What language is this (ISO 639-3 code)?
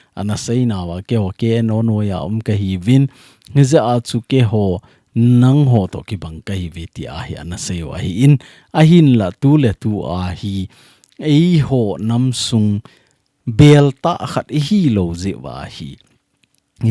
tcz